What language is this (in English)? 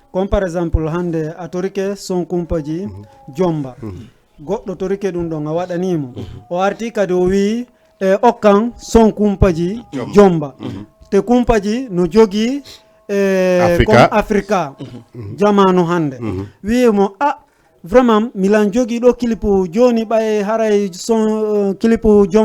Fula